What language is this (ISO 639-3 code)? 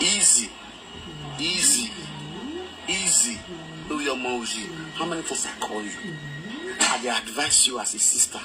pcm